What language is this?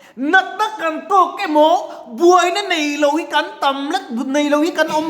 Mizo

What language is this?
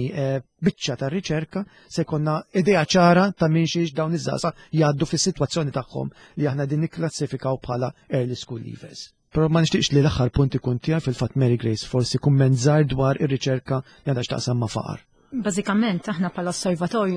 Maltese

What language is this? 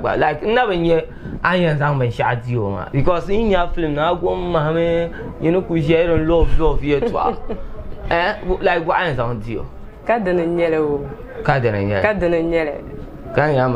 Dagbani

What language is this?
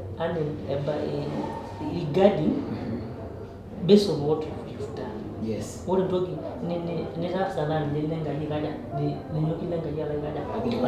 Masai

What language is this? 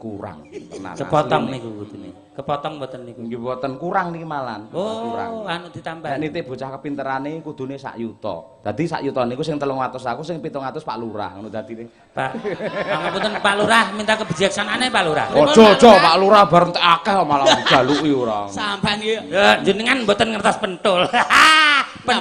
Javanese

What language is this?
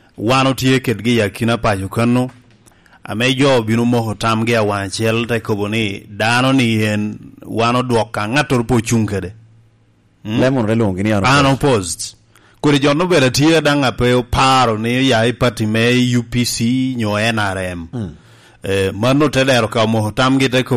Lango (Uganda)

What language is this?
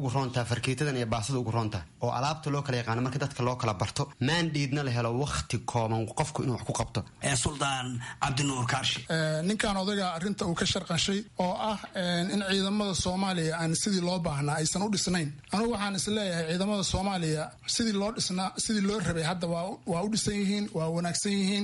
Somali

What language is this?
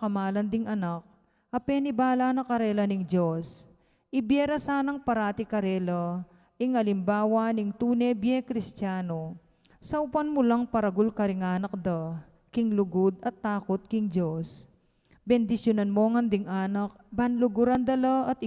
Pampanga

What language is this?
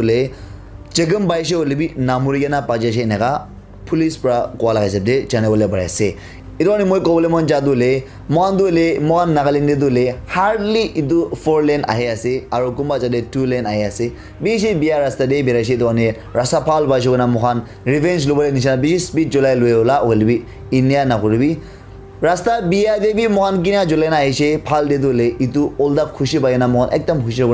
Naga Pidgin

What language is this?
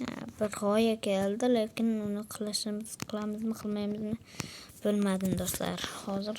Uzbek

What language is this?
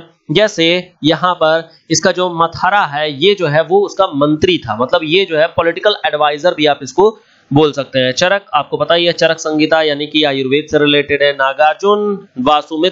Hindi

